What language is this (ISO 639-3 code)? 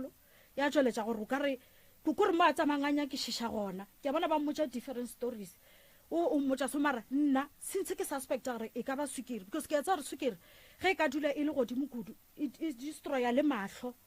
nso